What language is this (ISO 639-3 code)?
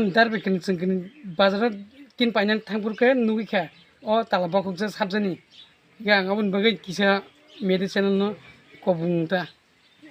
trp